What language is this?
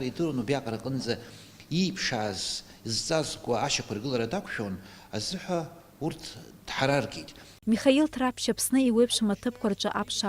Abkhazian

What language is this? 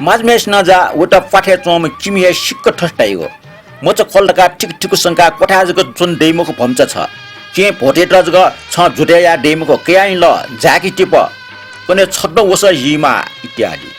Newari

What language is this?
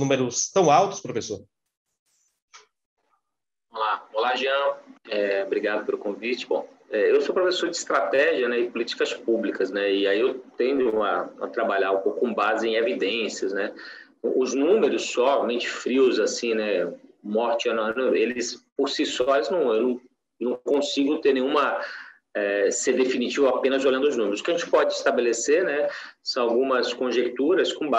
Portuguese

